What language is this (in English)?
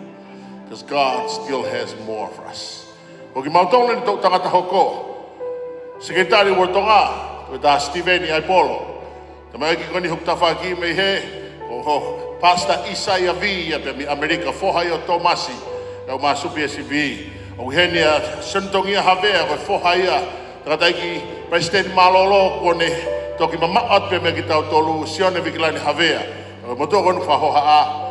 Tongan